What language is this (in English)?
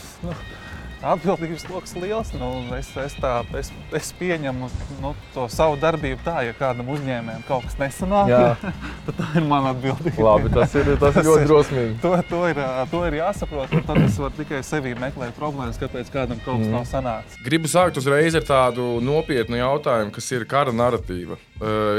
Latvian